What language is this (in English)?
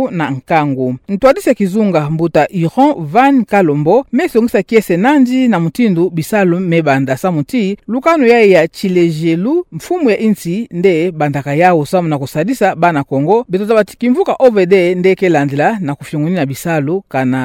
Kituba (Democratic Republic of Congo)